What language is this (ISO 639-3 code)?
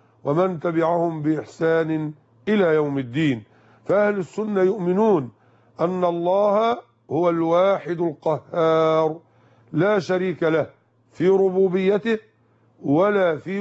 ara